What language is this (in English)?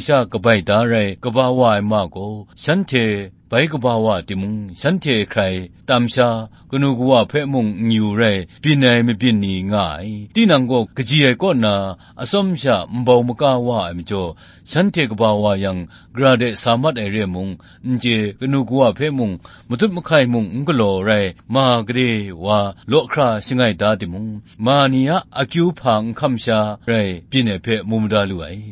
Kachin